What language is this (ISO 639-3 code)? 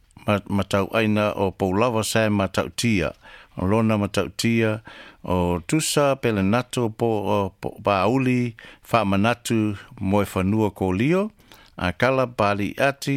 smo